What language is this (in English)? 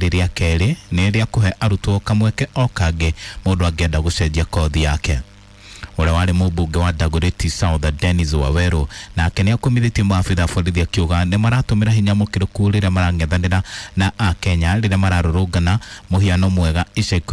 Kikuyu